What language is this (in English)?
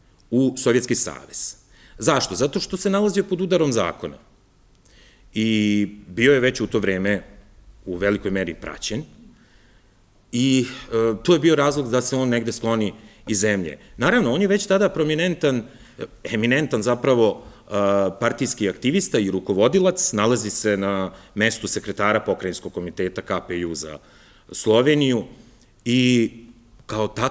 Serbian